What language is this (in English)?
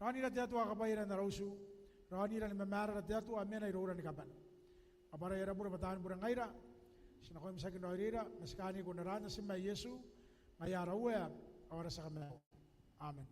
Gilbertese